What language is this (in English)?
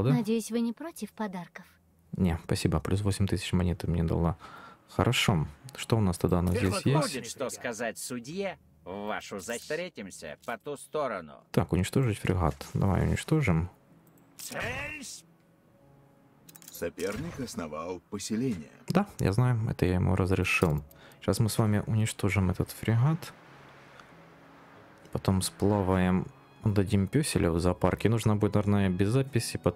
Russian